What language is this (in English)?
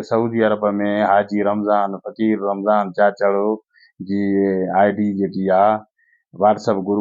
Sindhi